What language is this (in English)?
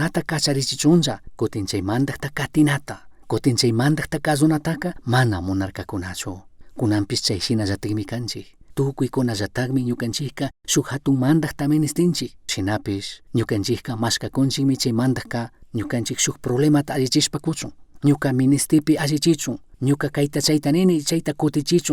Chimborazo Highland Quichua